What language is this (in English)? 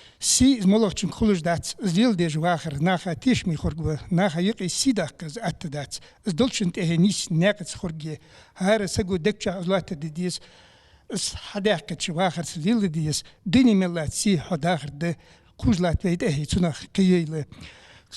Ingush